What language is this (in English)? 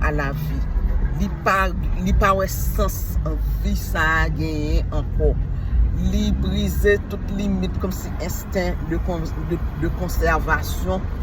Haitian Creole